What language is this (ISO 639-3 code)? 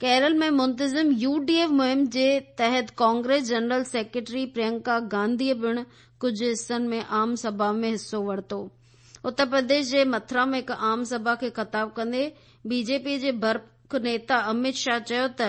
snd